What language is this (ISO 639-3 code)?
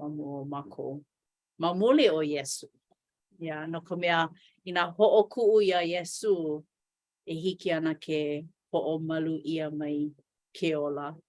haw